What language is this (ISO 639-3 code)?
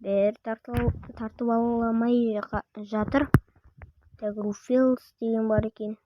kaz